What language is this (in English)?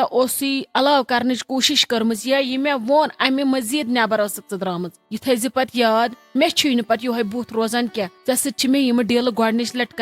Kashmiri